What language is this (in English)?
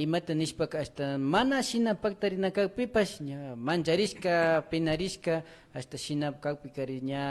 Imbabura Highland Quichua